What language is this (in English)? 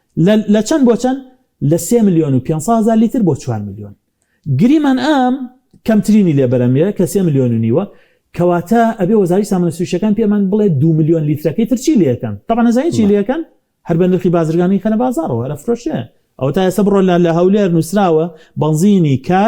Central Kurdish